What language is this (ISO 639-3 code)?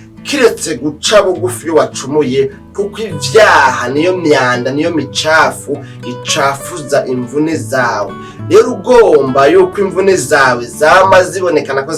run